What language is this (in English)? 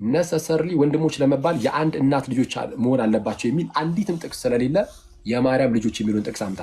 Amharic